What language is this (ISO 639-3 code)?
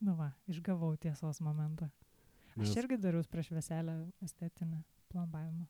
lit